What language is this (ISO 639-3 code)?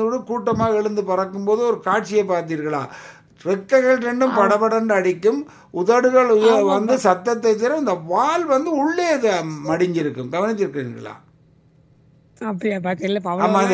tam